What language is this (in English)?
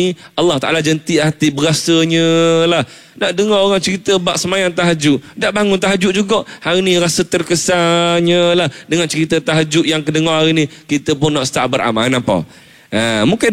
Malay